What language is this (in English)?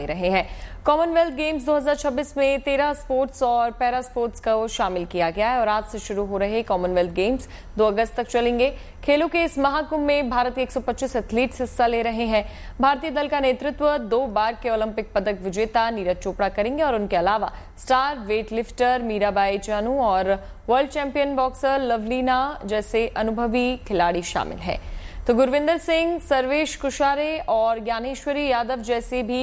Hindi